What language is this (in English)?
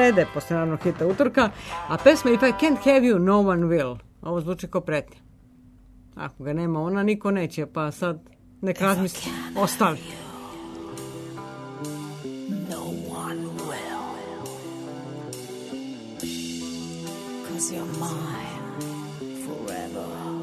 Serbian